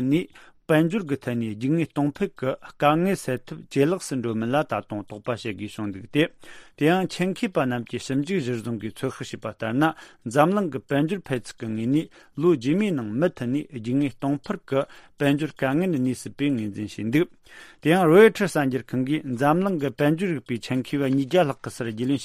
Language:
Tibetan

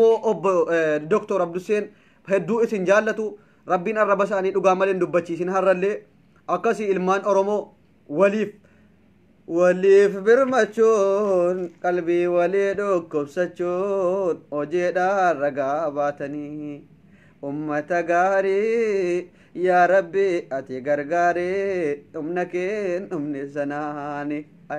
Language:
Oromo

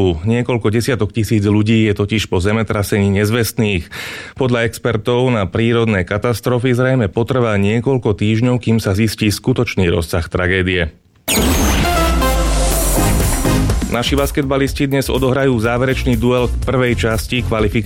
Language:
Slovak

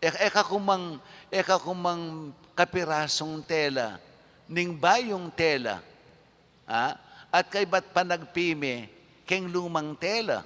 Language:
Pampanga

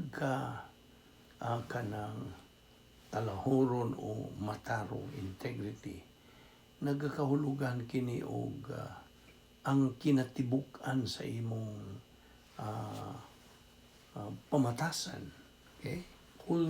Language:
Cebuano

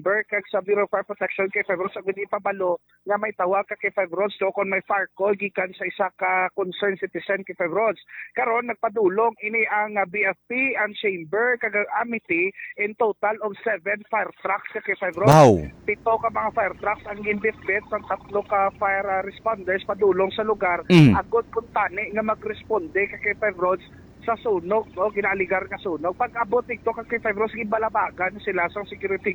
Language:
Hiligaynon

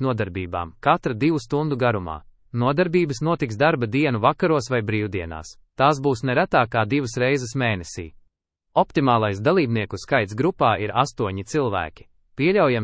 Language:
Latvian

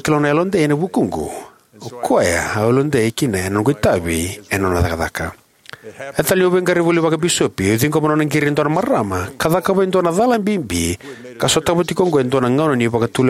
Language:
Fijian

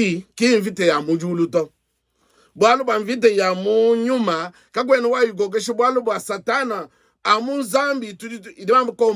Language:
Luba-Lulua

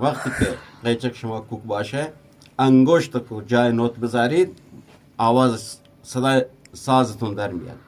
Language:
Eastern Balochi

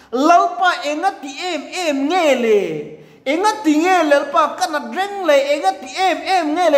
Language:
Mizo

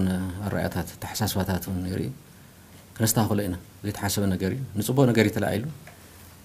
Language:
Tigrinya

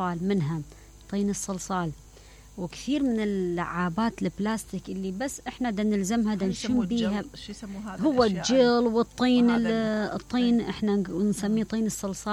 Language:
Mesopotamian Arabic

